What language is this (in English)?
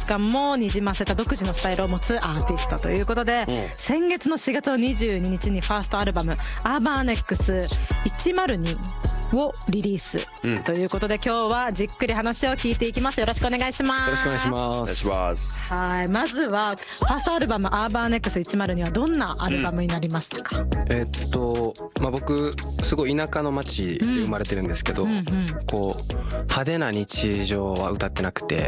Japanese